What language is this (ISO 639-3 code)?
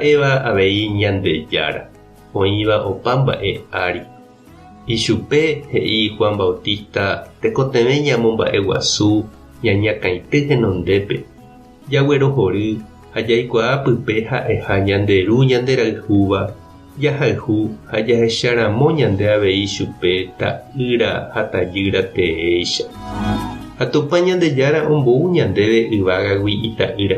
grn